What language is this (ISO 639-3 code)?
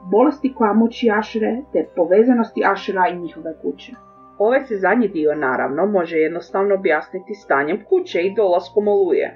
hrv